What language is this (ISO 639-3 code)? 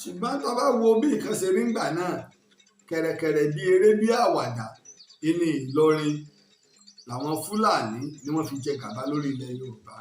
yor